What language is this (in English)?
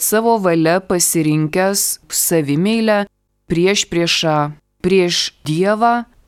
Lithuanian